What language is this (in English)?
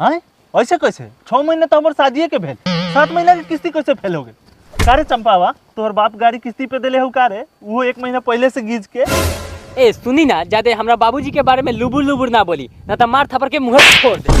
Magahi